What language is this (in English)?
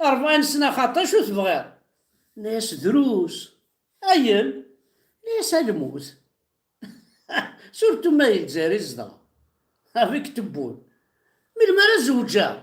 Kabyle